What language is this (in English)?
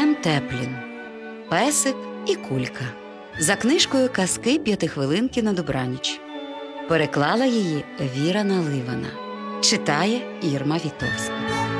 Ukrainian